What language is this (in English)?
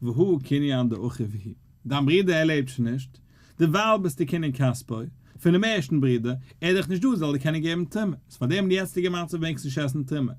Yiddish